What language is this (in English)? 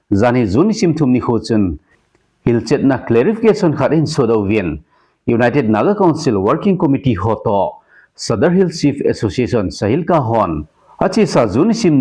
Thado Chin